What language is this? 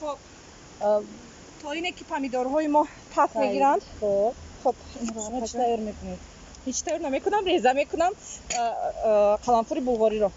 Tajik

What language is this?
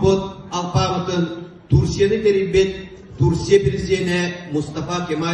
Yakut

